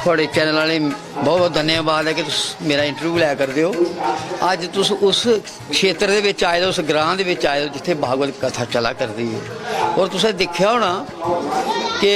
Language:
Dogri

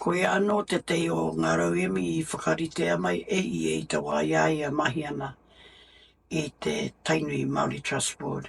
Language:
Māori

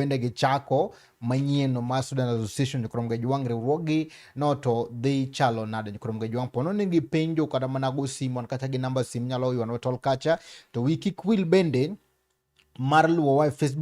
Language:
Luo (Kenya and Tanzania)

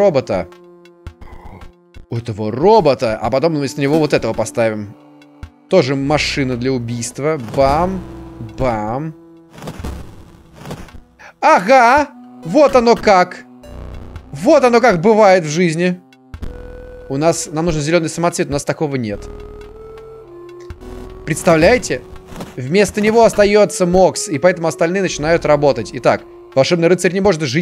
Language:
Russian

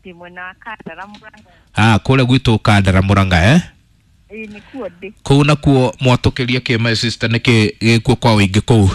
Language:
Kikuyu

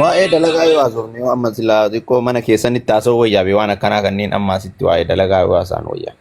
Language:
Oromo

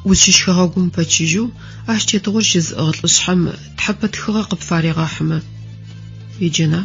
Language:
Adyghe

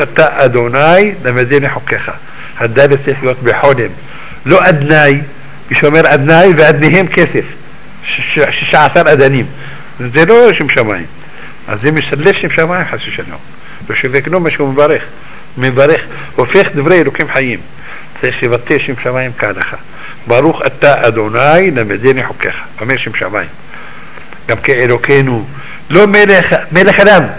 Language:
Hebrew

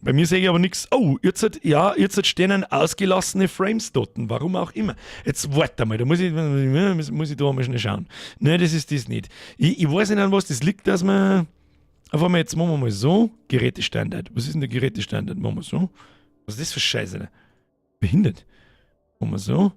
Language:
Bavarian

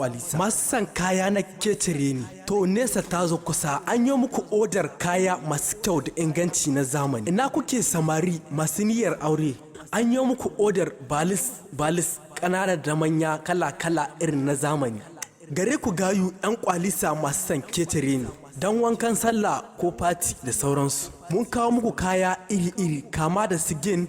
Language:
Hausa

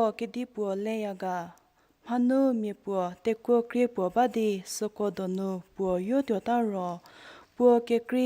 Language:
Angami Naga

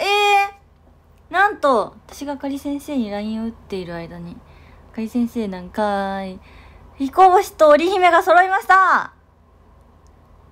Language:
Japanese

